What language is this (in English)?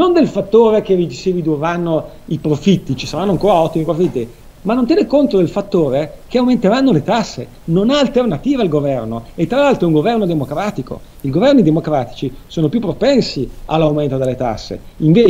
Italian